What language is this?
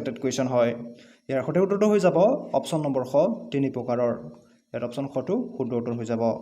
Assamese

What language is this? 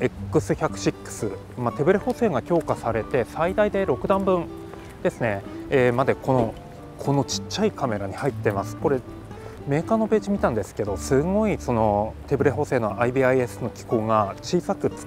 Japanese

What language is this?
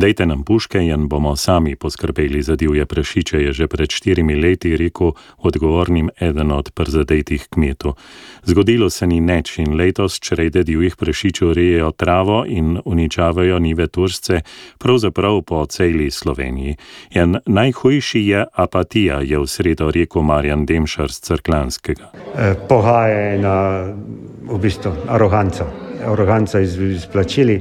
Slovenian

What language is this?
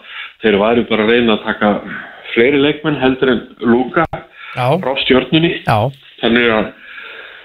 Icelandic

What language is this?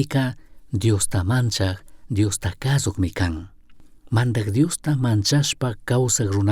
Chimborazo Highland Quichua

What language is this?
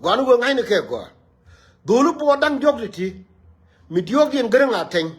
Nuer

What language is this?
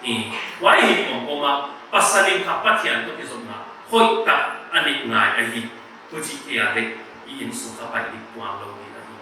Paite Chin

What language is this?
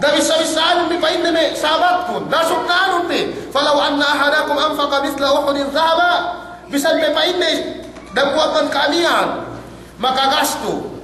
Yakan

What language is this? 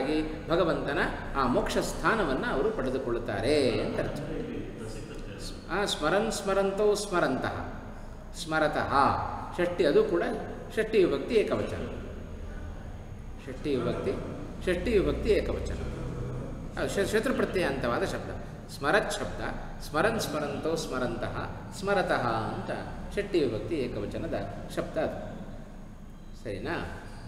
Kannada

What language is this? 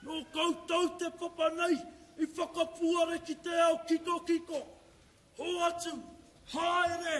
Māori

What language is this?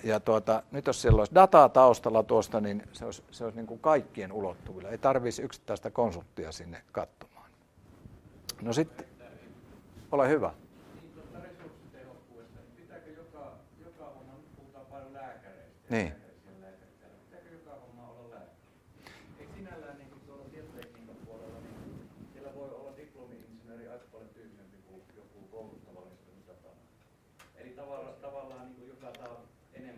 Finnish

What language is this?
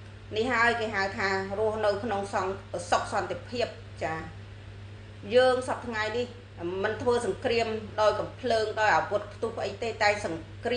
Khmer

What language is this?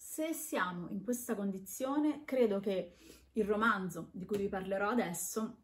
Italian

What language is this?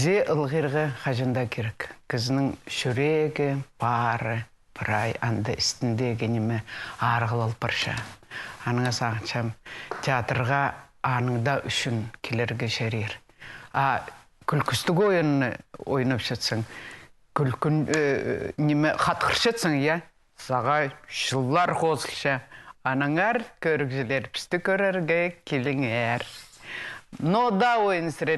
Khakas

